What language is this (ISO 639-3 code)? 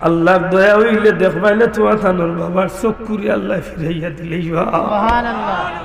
syl